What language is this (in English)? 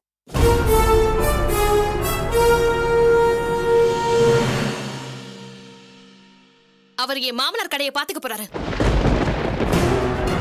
Tamil